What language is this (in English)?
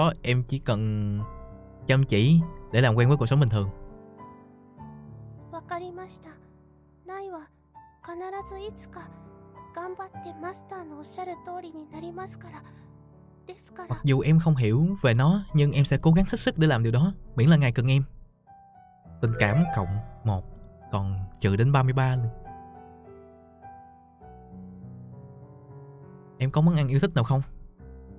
Vietnamese